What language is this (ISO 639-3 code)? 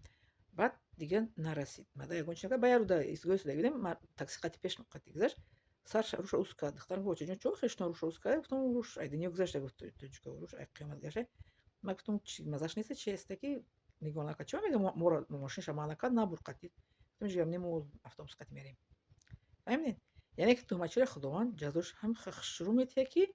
tgk